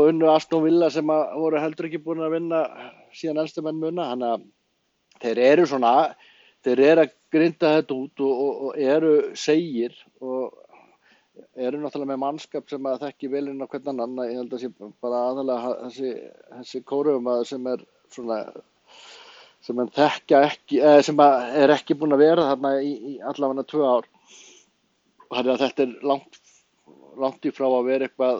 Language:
Icelandic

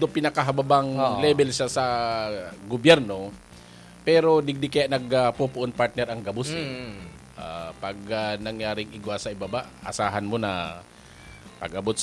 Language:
Bikol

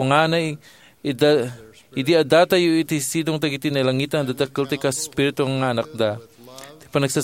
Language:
Iloko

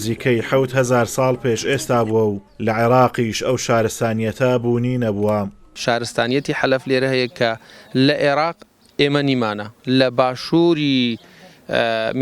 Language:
Central Kurdish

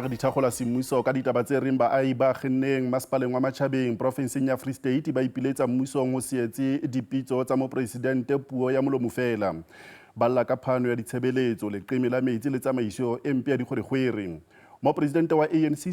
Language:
Southern Sotho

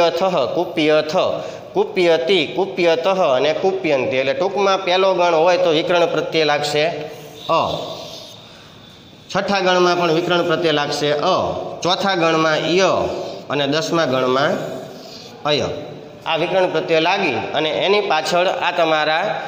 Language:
Gujarati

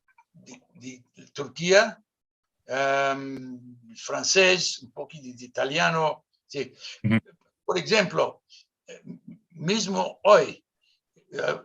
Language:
Ladino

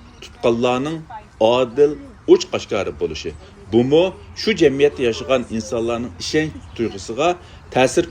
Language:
Uyghur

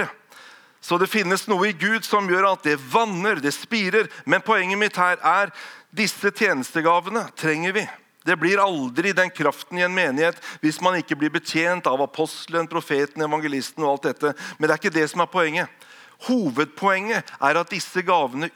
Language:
Norwegian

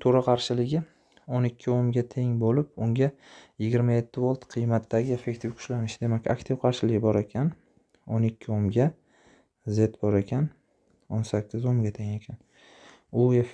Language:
Uzbek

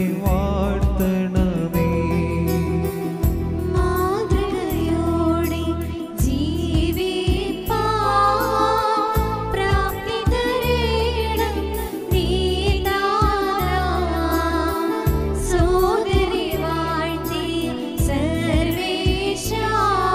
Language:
Malayalam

